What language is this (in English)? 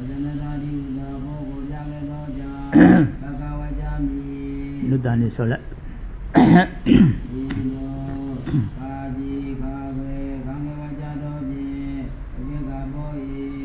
Burmese